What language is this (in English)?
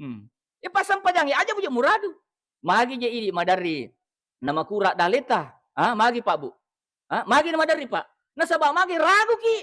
Buginese